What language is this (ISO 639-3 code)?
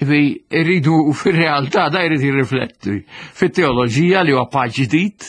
mlt